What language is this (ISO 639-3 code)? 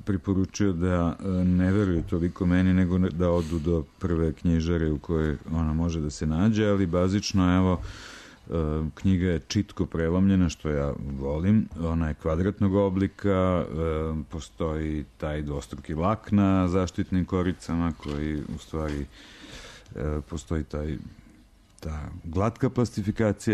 srp